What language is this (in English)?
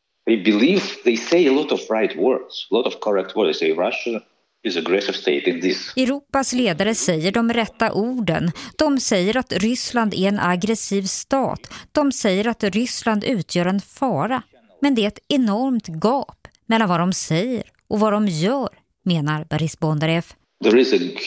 Swedish